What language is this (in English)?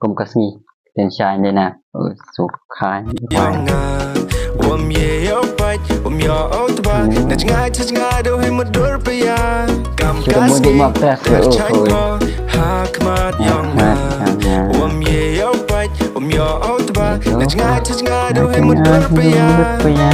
Khasi